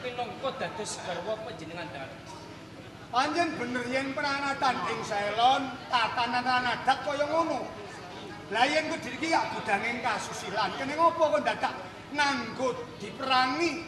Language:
Javanese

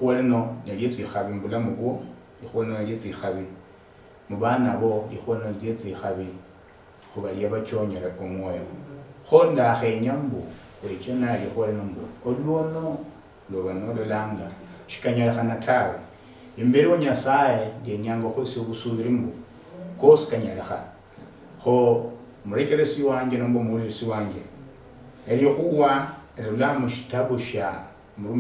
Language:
Luyia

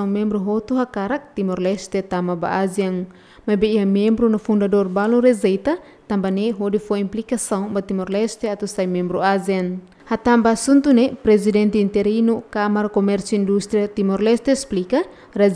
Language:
Tetum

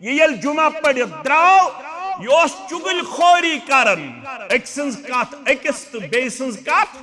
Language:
Kashmiri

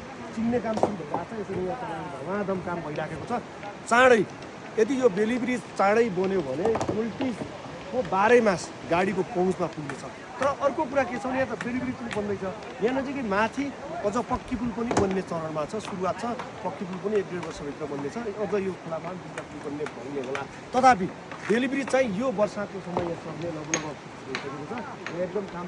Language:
Nepali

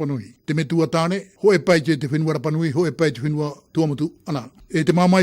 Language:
Tahitian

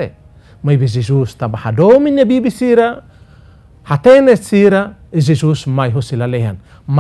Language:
Tetum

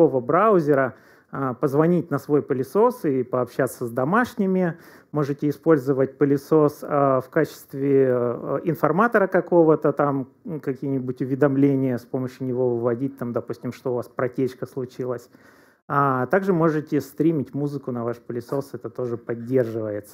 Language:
Russian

